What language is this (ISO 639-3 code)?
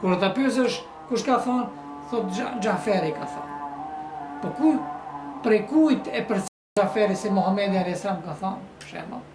sqi